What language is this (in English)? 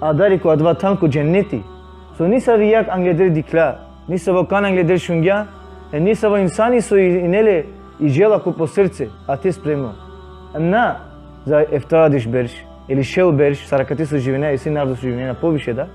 Balkan Romani